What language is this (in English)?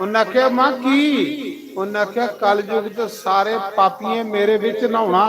Dogri